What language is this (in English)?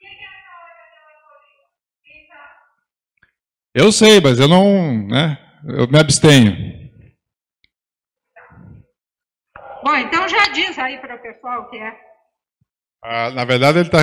Portuguese